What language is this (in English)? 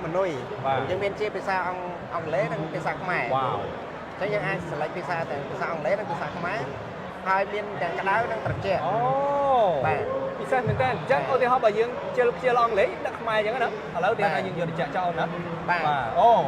Khmer